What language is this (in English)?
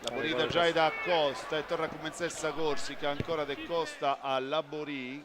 Sardinian